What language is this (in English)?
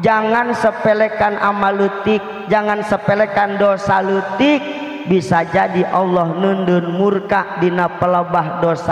Sundanese